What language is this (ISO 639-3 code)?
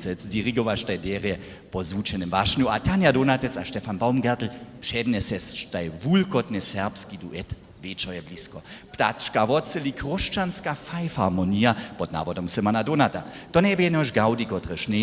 hsb